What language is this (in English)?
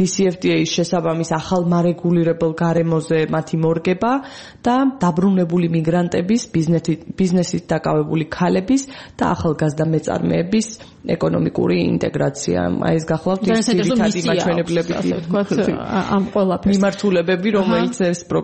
Georgian